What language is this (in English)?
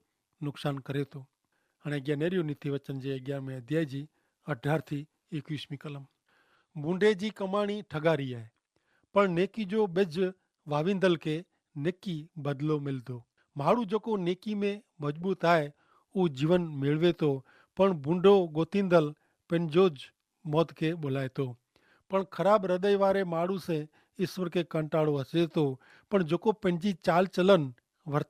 Kachhi